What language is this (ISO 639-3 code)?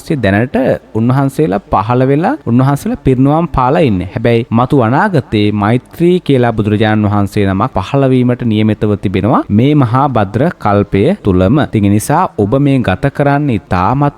sin